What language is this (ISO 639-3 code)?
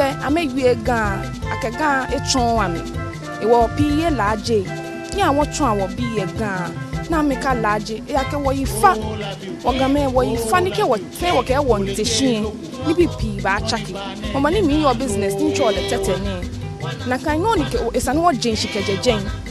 gaa